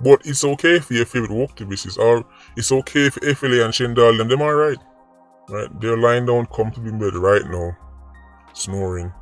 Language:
Jamaican Creole English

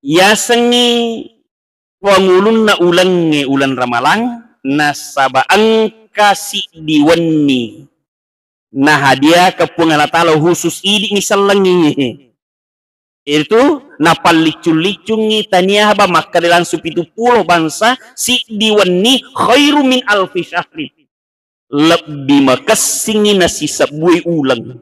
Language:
Buginese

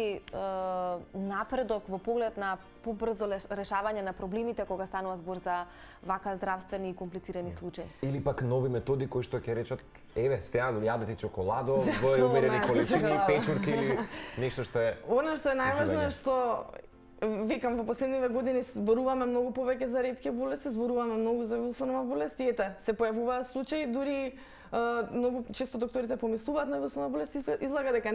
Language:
Macedonian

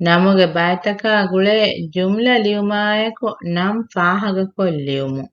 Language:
Divehi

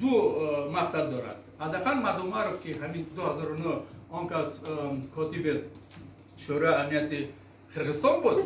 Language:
Tajik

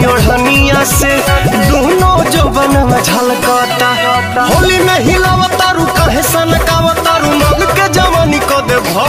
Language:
Bhojpuri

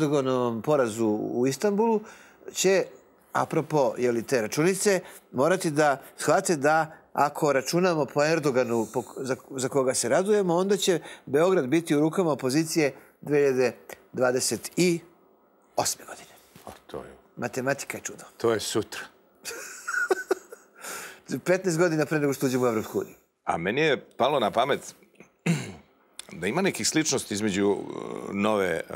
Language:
Serbian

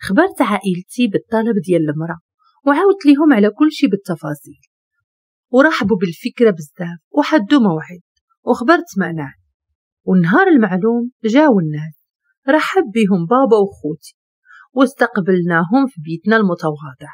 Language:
Moroccan Arabic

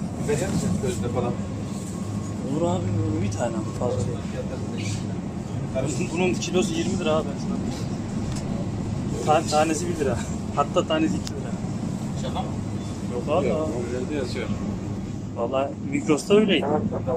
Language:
Turkish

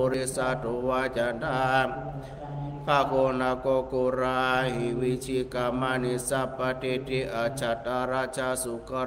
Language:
Pali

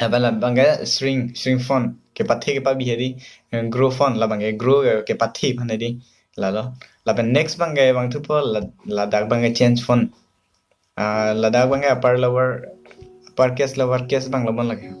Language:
Karbi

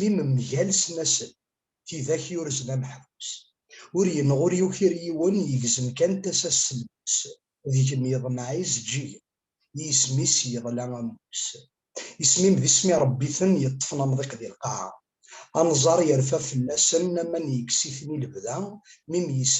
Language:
Kabyle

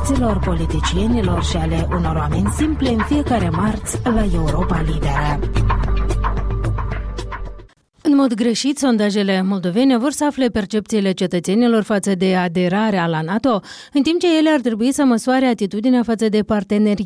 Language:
Romanian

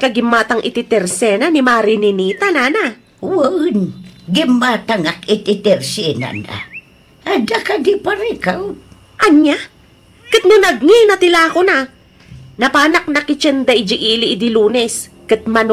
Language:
Iloko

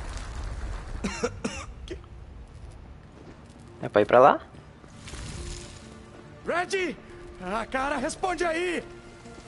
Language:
Portuguese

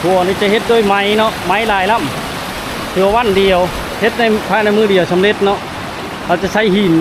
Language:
Lao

